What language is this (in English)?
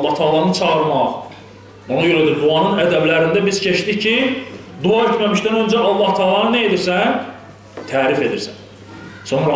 Azerbaijani